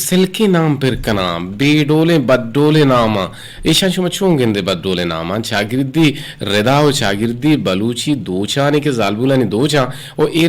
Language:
Eastern Balochi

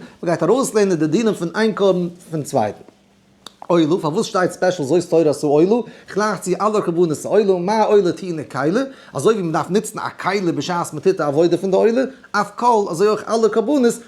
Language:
Yiddish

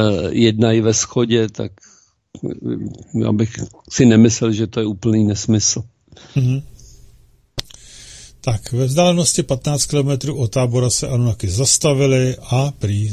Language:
Czech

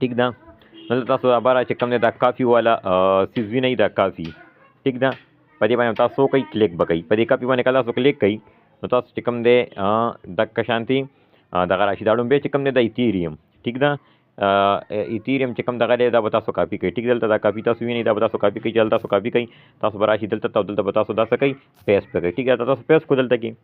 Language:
Pashto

